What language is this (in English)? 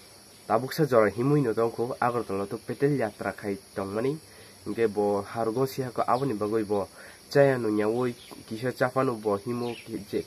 Kok Borok